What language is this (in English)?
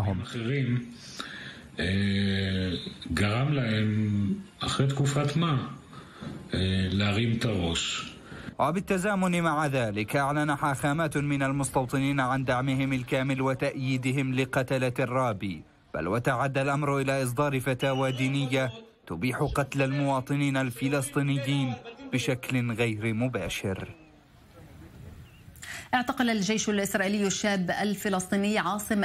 Arabic